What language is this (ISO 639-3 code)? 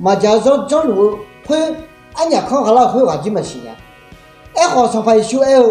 ahk